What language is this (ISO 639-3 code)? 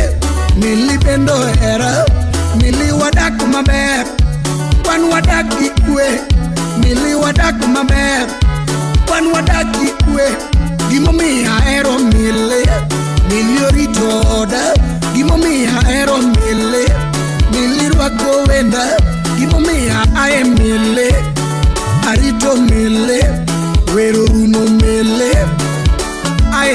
luo